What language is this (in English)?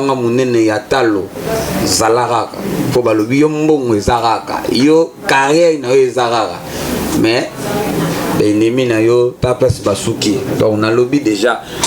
Lingala